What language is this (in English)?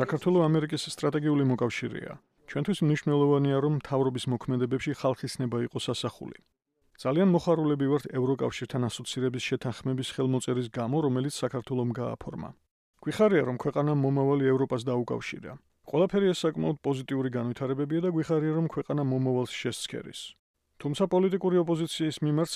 Georgian